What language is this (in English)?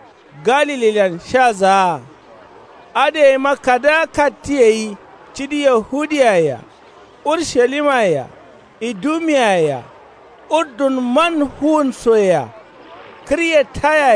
Kanuri